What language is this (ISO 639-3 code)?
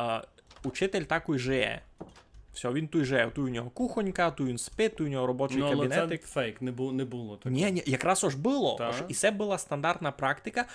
rue